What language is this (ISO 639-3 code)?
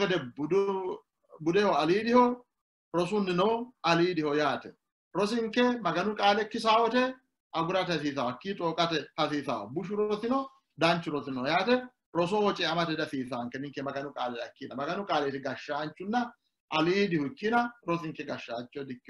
sid